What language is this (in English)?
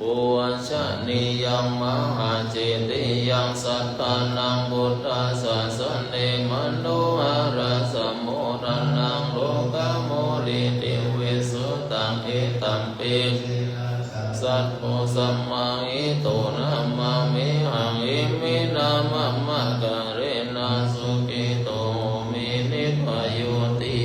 Pali